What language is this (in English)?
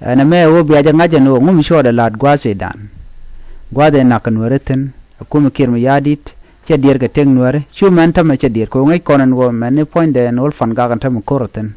Nuer